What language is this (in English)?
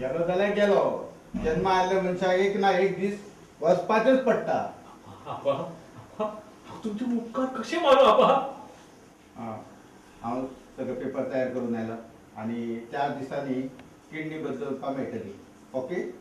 Konkani